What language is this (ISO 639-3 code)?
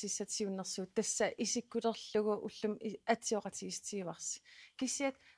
kal